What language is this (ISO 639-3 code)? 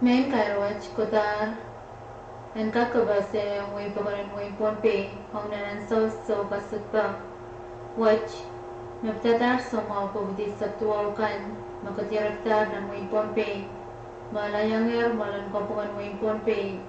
pon